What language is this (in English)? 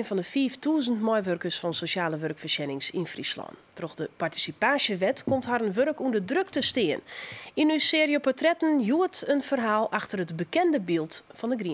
Western Frisian